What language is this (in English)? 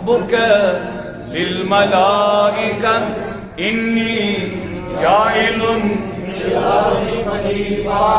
Kashmiri